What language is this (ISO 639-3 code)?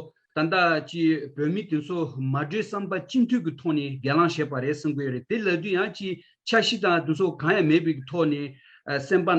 bod